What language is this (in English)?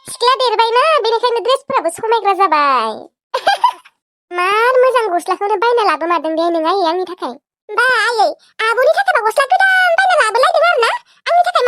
Bodo